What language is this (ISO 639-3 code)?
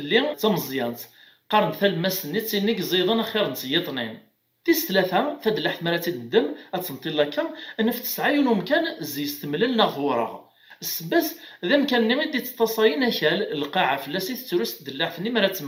kab